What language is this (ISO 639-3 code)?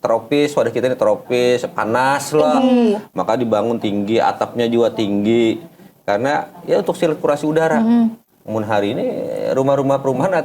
bjn